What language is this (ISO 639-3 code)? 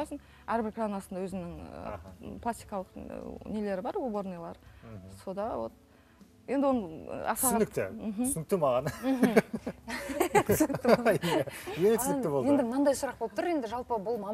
kaz